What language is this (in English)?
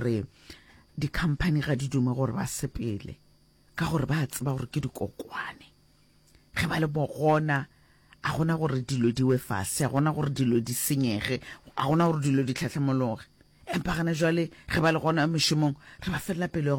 Northern Sotho